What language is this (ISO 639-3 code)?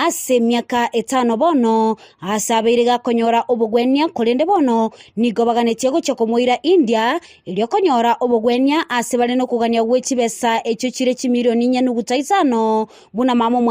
guz